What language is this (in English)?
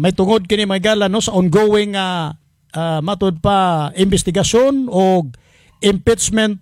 Cebuano